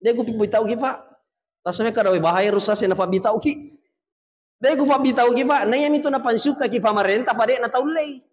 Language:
Buginese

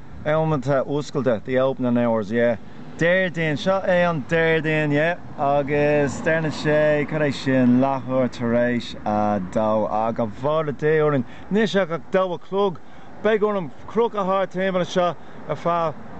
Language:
Irish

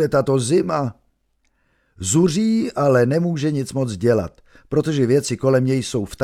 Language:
Czech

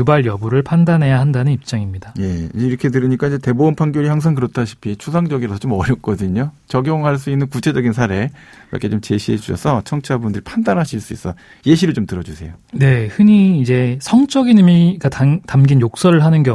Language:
Korean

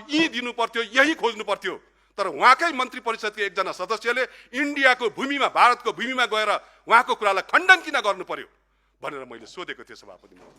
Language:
Nepali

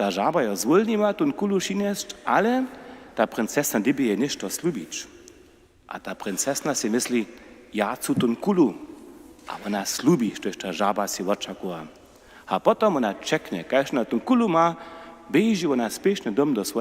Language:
Upper Sorbian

